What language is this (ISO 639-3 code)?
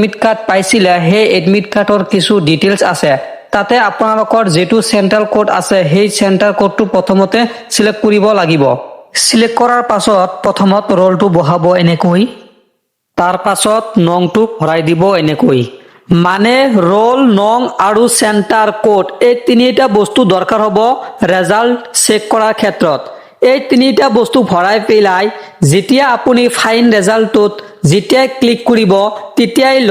asm